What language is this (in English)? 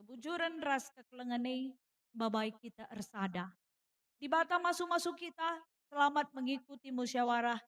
Batak Karo